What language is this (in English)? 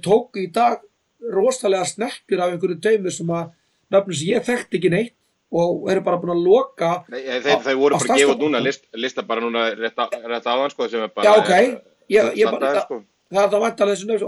Icelandic